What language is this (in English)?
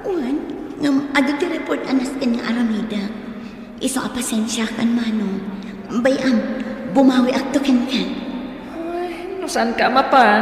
Iloko